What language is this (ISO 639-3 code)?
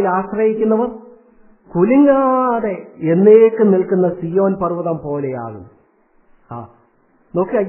mal